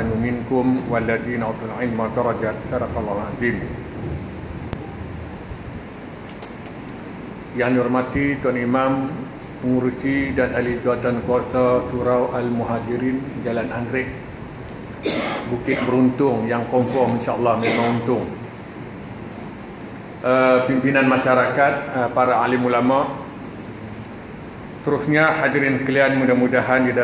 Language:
Malay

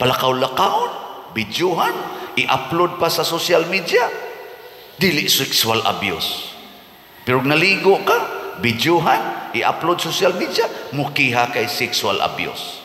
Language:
Cebuano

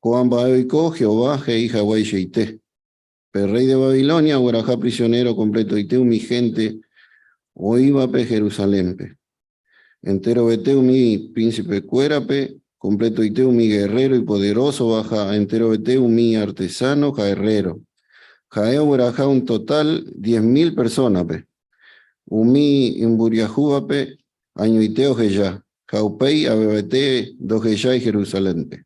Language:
Guarani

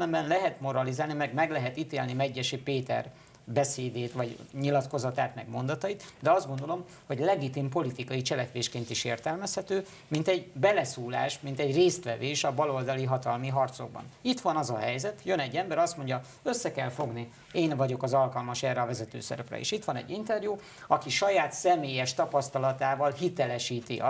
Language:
Hungarian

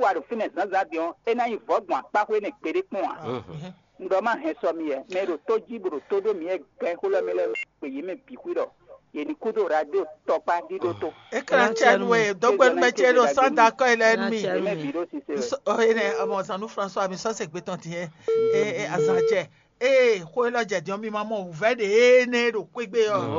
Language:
Fon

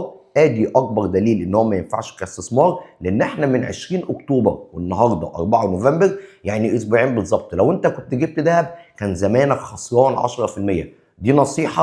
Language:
Egyptian Arabic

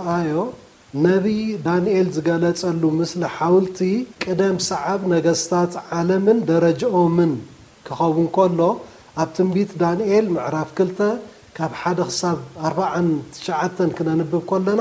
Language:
Tigrinya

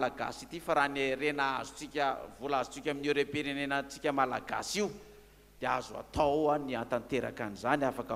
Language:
Malagasy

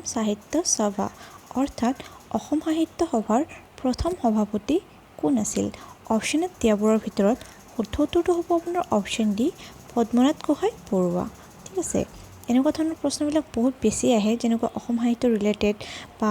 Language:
Assamese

